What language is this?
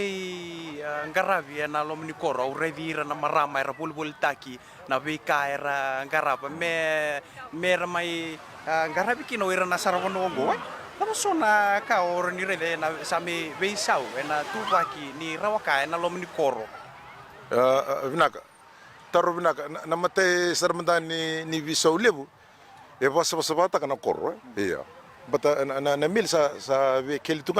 Fijian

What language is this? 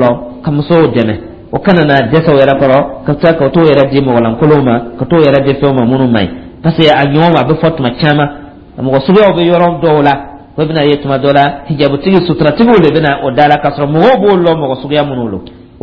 Dyula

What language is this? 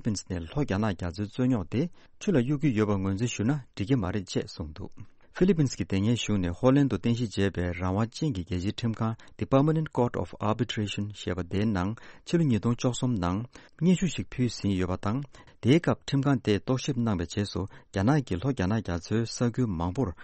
Tibetan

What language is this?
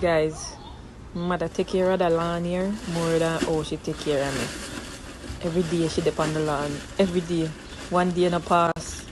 Jamaican Creole English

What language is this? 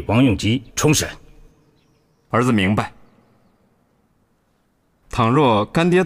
Chinese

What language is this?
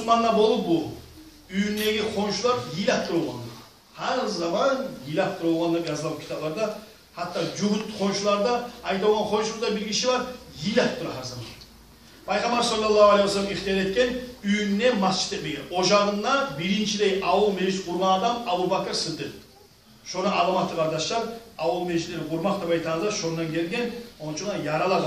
Kumyk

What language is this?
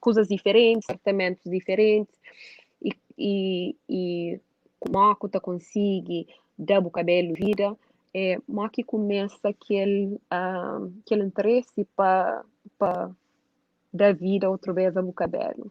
Kabuverdianu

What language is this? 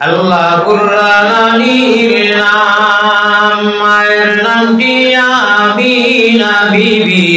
Sylheti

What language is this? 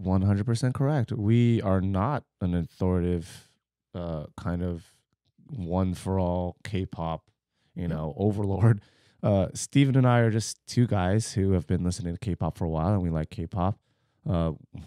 English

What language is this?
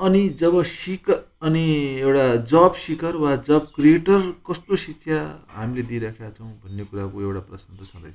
Nepali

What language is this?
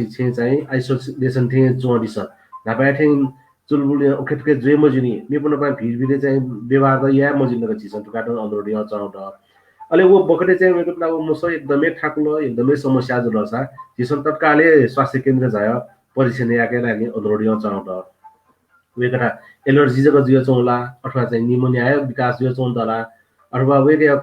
Newari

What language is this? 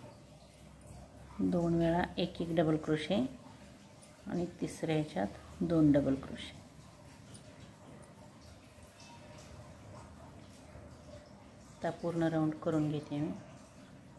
Marathi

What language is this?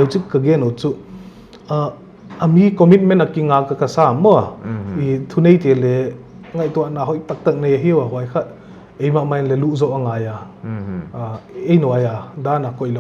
Paite Chin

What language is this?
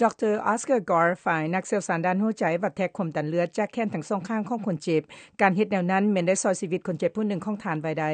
Lao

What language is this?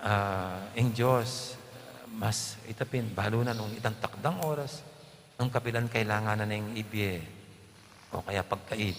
Pampanga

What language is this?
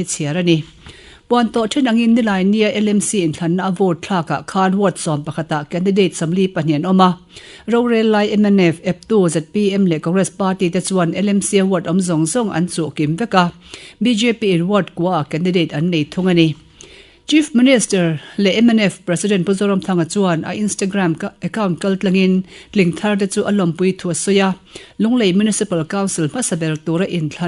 Mizo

